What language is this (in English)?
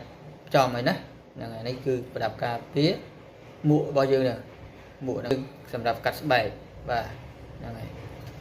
Khmer